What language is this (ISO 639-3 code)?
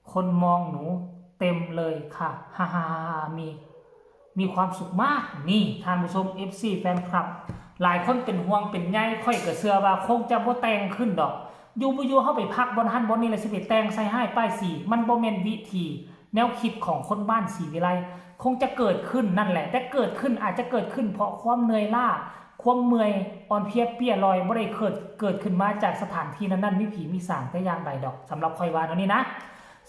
tts